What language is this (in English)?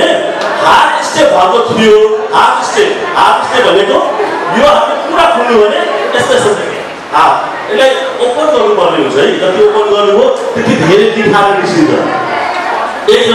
Nepali